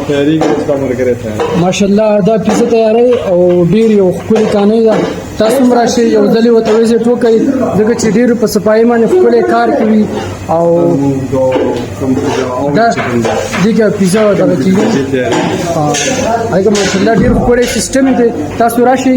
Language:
Pashto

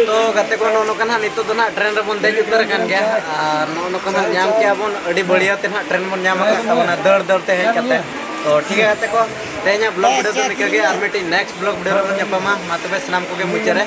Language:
Santali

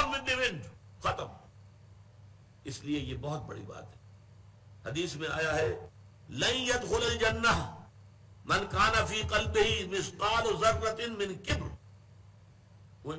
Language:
Urdu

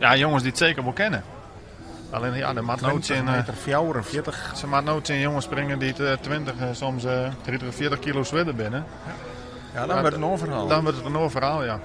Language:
Western Frisian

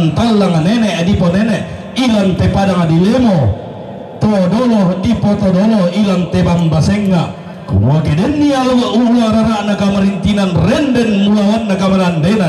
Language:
Toraja-Sa'dan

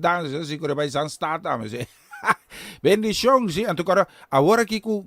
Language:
Papiamento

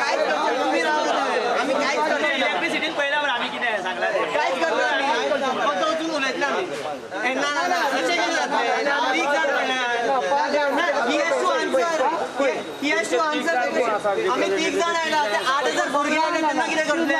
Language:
Konkani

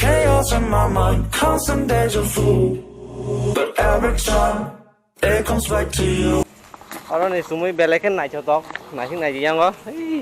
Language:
Kok Borok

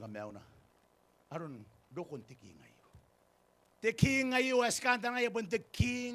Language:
Gilbertese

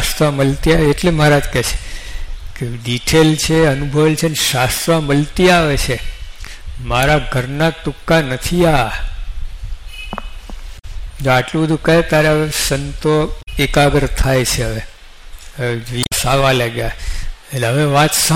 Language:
Gujarati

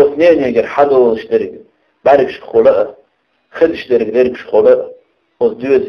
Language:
Chechen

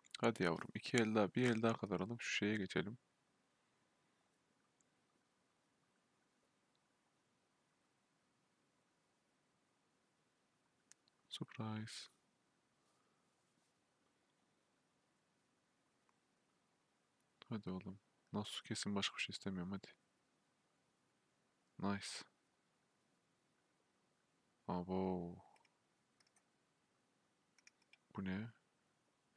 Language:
Turkish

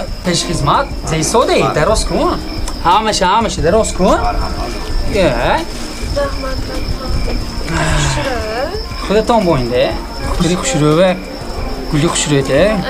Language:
Tajik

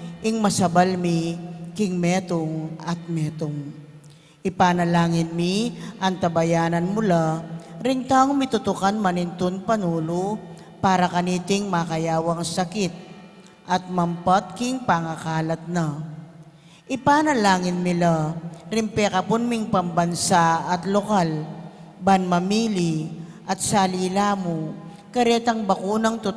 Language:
Pampanga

